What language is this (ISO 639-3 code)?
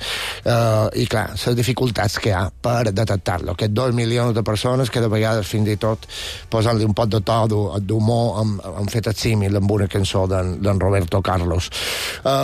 cat